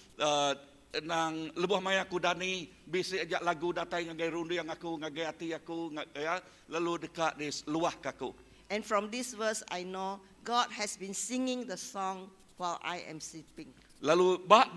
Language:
Iban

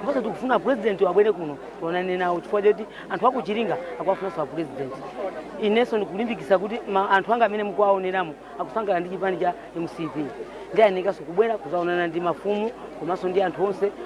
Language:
Nyanja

